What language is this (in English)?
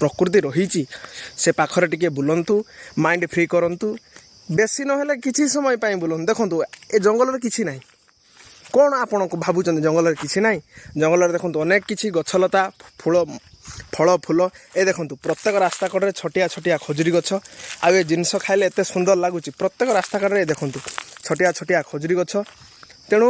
Odia